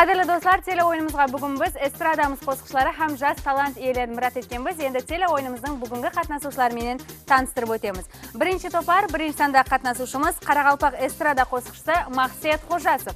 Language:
Kara-Kalpak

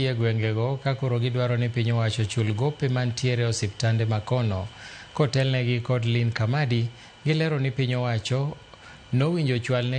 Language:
Luo (Kenya and Tanzania)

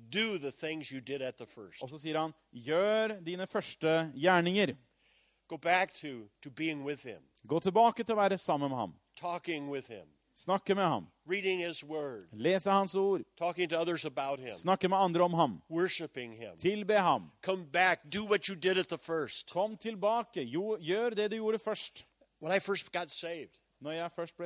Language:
Norwegian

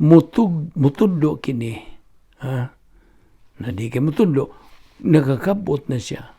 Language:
Cebuano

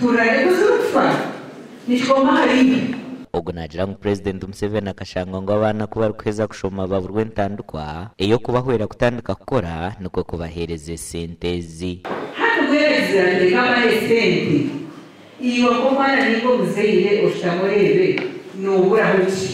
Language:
Nyankole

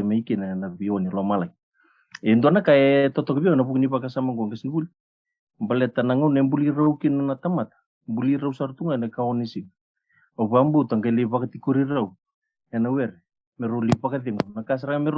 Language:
Fijian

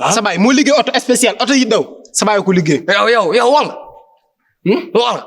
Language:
Wolof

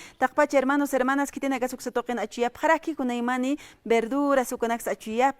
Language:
Aymara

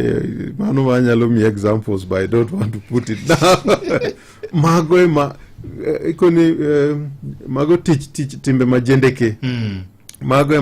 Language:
Luo (Kenya and Tanzania)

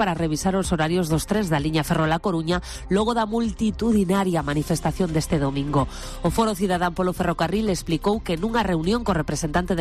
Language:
Galician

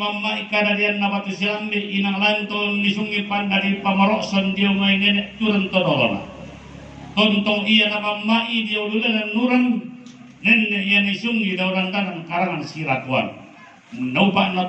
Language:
Toraja-Sa'dan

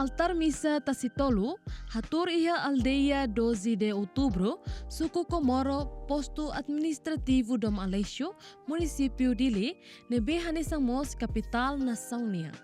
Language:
Tetum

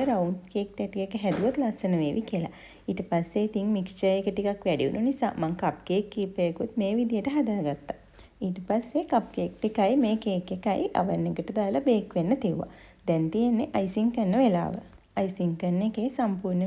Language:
Sinhala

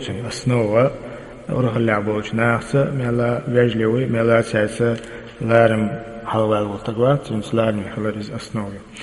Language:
Chechen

